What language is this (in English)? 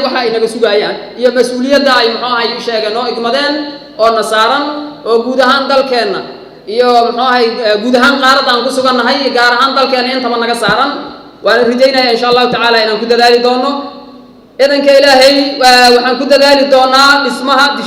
Somali